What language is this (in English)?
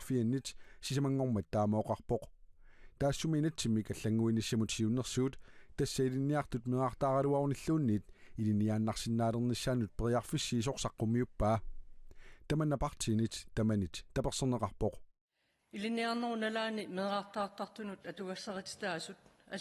Kalaallisut